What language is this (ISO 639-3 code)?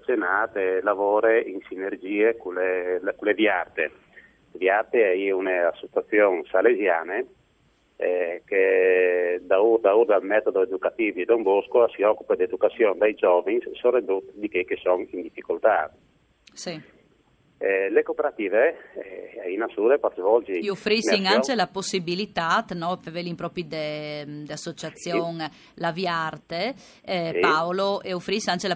fur